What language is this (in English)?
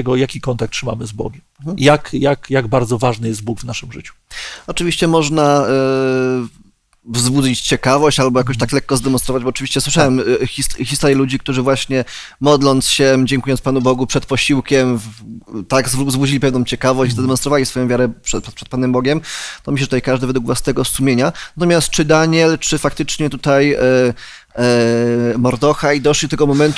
Polish